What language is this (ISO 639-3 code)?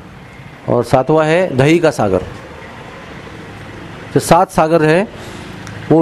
hin